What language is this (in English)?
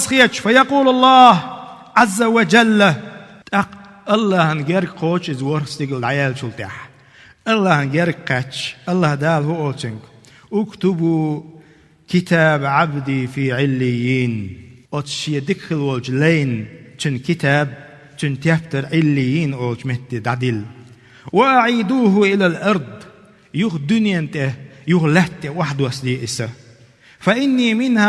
Chechen